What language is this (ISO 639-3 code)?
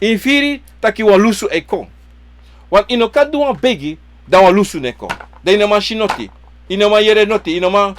srn